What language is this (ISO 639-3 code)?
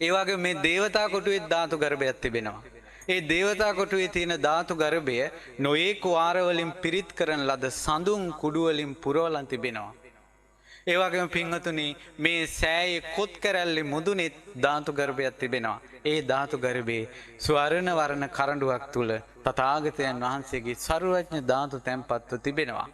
sin